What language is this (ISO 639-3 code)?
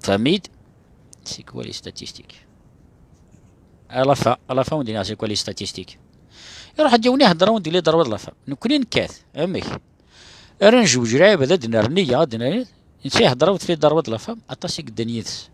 kab